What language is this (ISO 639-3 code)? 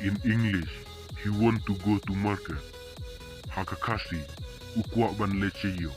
kha